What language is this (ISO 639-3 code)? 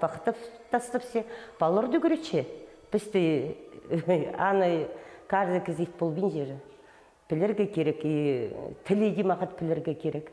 kjh